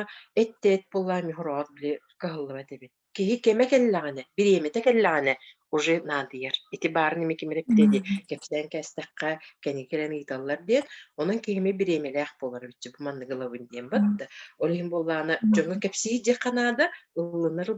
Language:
Yakut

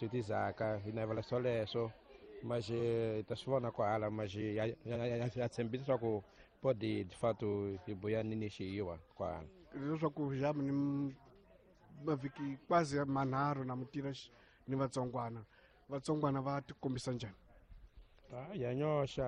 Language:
Tsonga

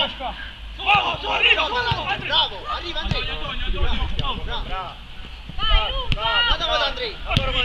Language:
Italian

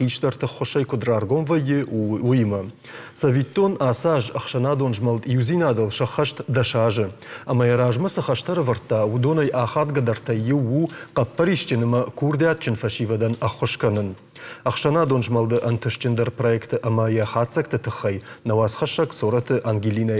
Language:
Ossetic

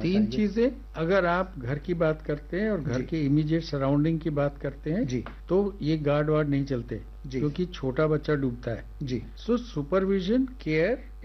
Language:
Hindi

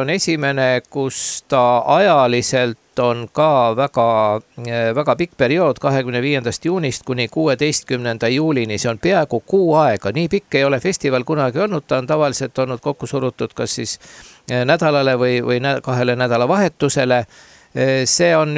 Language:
Estonian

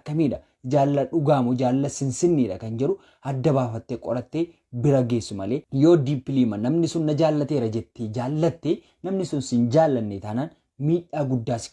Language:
Oromo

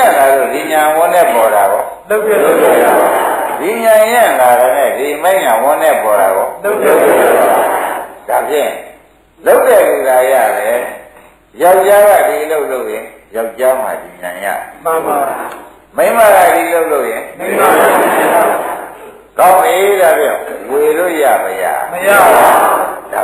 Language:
Burmese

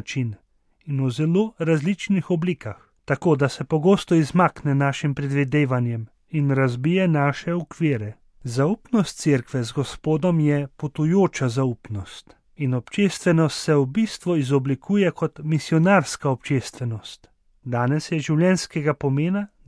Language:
Slovenian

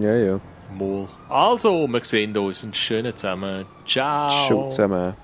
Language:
Swiss German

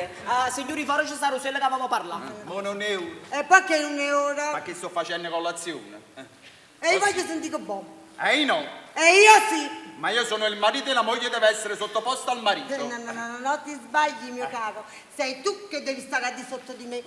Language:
Neapolitan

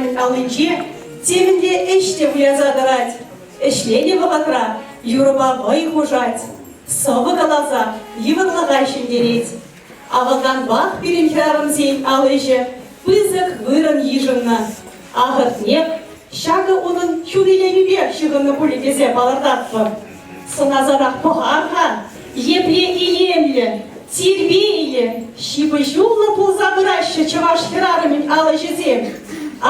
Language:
Chuvash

